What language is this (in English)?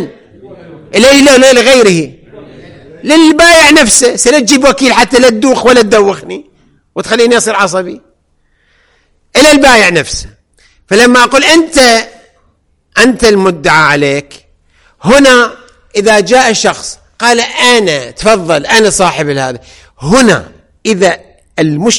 Arabic